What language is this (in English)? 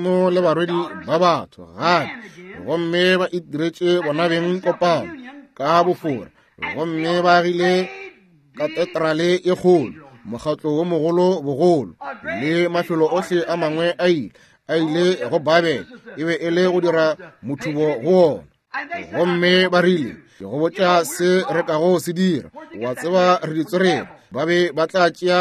Northern Sotho